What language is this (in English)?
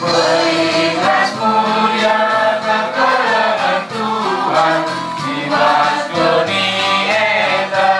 Batak Karo